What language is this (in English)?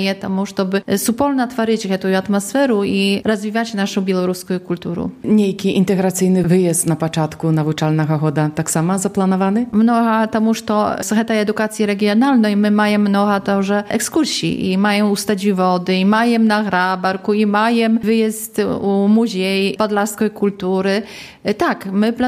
Polish